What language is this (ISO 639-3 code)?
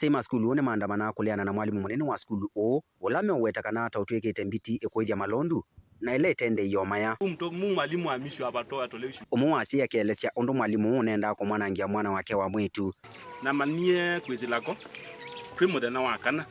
kam